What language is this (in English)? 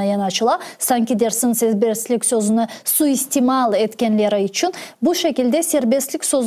Crimean Tatar